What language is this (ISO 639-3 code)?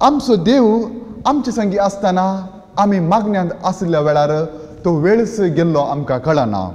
kok